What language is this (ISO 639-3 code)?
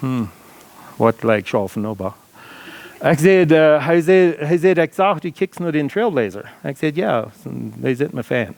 pdt